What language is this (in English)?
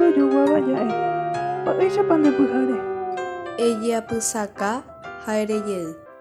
Guarani